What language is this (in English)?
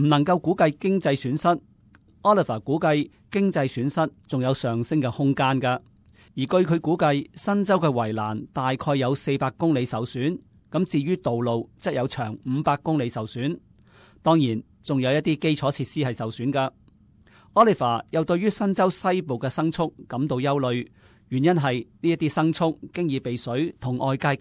Cantonese